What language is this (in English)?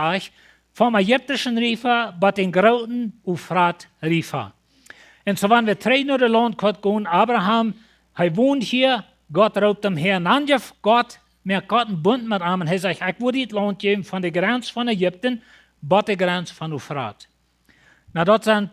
Plautdietsch